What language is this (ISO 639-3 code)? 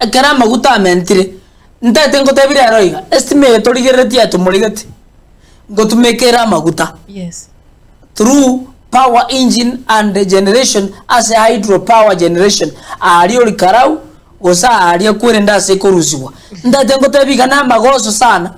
guz